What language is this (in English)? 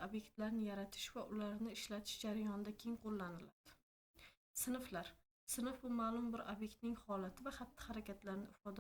Uzbek